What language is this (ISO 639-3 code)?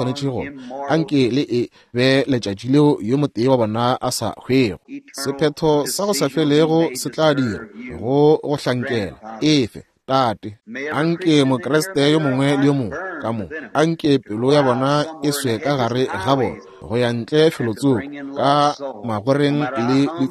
nso